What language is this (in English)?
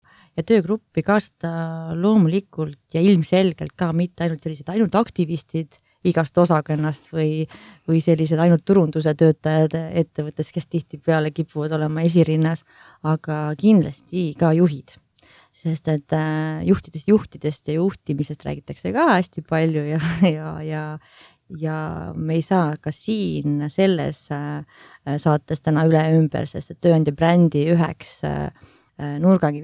Estonian